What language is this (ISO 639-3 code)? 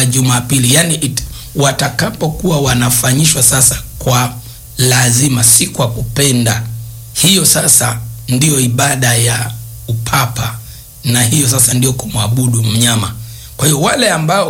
swa